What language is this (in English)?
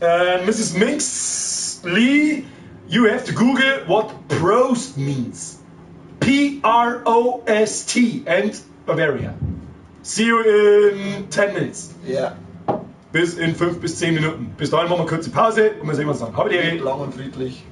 Bavarian